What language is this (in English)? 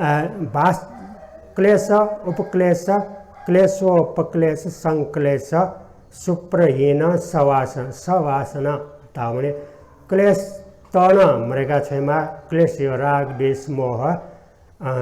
Newari